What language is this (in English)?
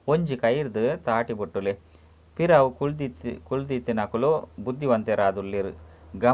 Tulu